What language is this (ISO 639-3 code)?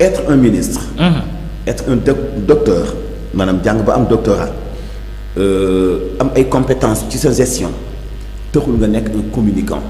wol